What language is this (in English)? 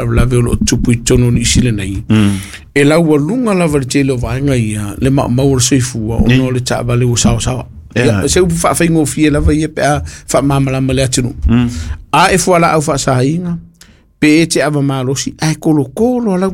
Samoan